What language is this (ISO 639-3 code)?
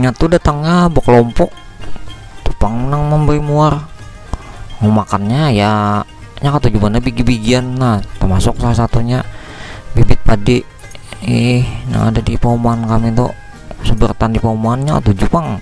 bjn